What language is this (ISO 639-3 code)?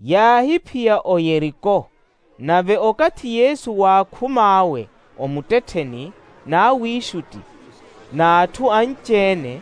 vmw